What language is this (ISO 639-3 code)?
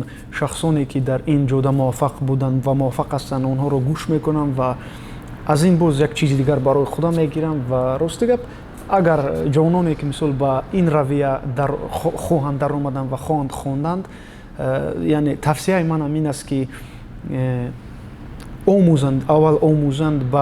tgk